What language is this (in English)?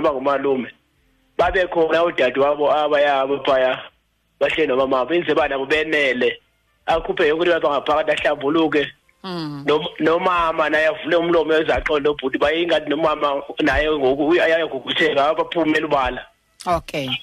Xhosa